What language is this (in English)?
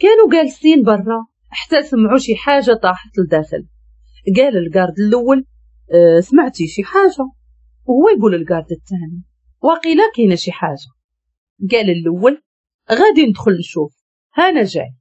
Moroccan Arabic